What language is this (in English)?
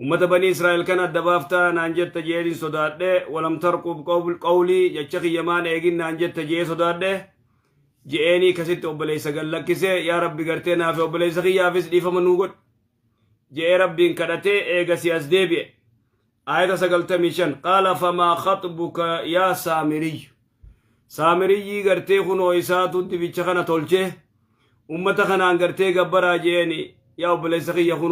Oromo